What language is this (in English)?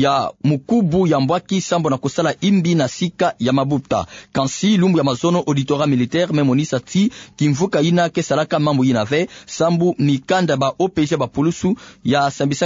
Kituba (Democratic Republic of Congo)